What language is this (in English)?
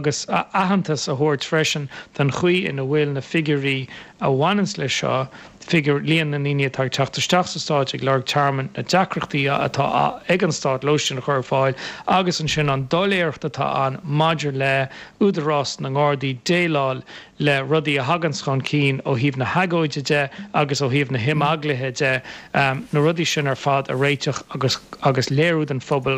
Irish